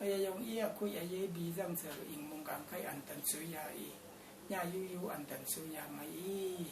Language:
Rawang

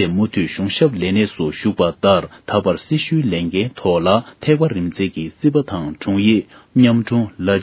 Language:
Tibetan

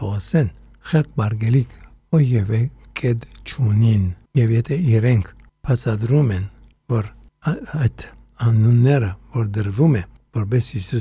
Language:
Armenian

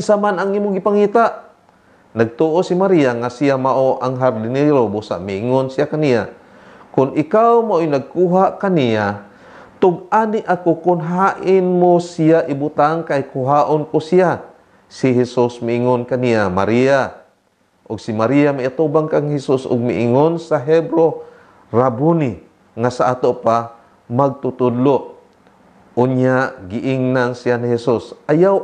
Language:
Cebuano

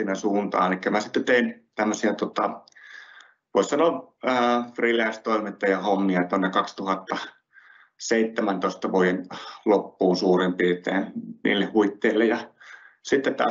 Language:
Finnish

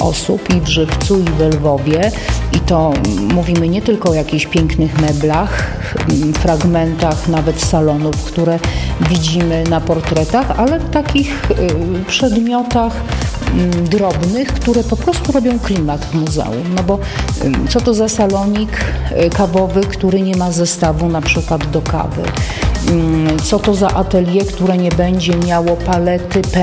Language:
Polish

